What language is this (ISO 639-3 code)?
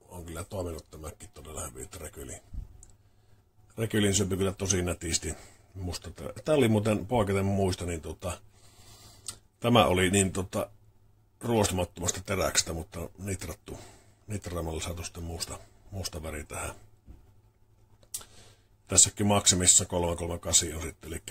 fin